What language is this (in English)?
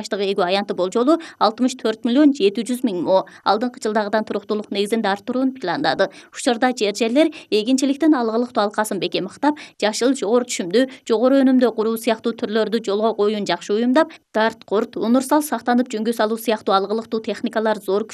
Kyrgyz